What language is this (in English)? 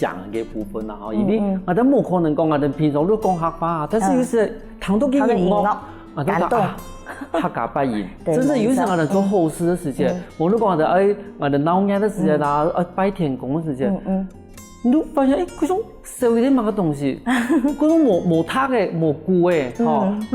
Hakka Chinese